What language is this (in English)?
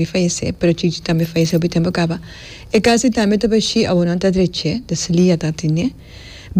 Papiamento